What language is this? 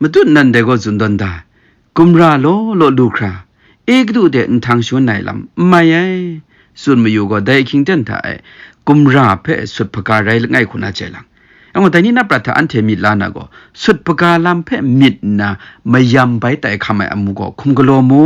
Kachin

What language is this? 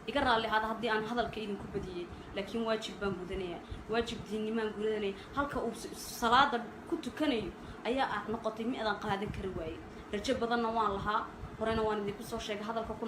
Somali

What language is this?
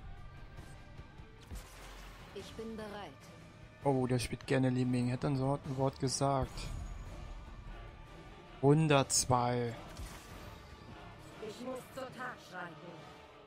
German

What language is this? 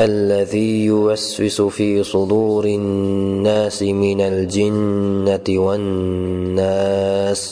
Uyghur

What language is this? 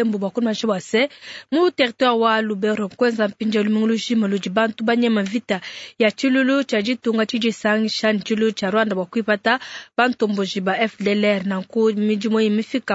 Luba-Lulua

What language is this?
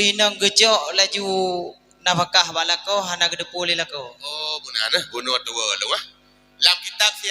Achinese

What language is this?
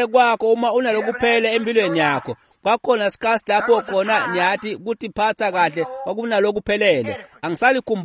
Swati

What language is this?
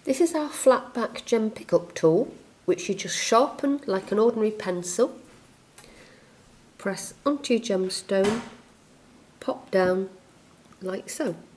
English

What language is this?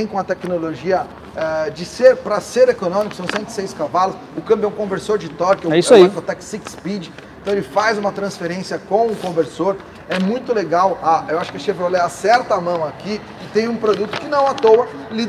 Portuguese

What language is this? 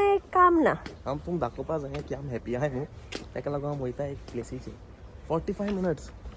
Konkani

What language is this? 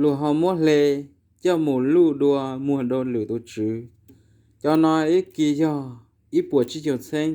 Hmong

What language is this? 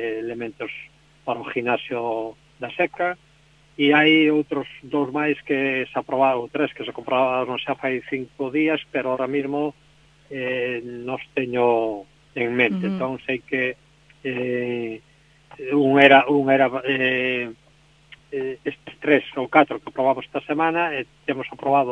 Galician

